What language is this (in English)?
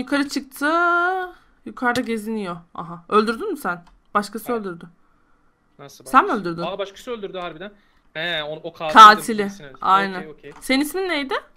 Turkish